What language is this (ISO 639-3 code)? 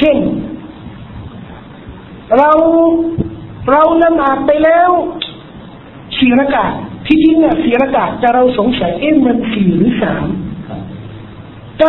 tha